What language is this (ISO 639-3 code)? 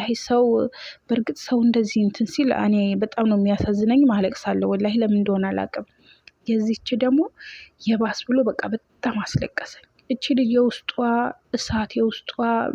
amh